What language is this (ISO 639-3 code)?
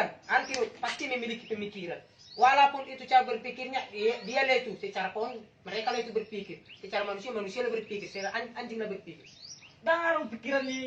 bbc